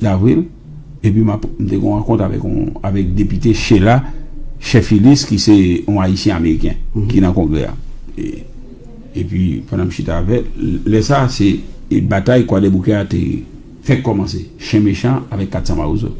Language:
Haitian Creole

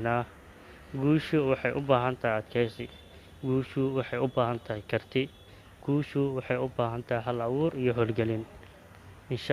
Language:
Somali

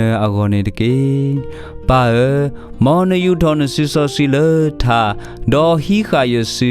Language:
S'gaw Karen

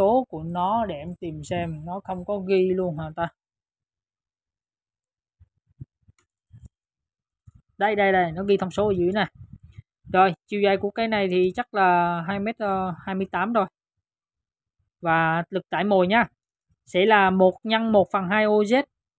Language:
Vietnamese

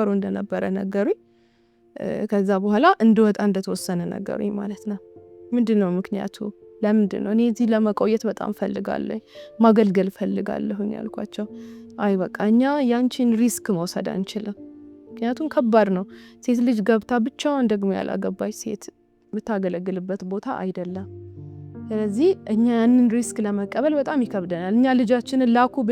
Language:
Amharic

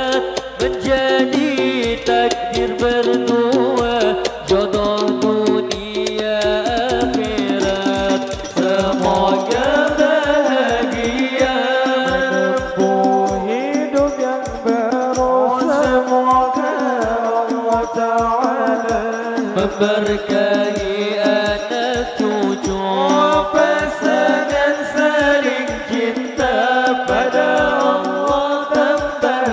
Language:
Banjar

